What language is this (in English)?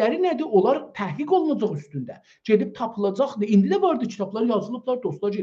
South Azerbaijani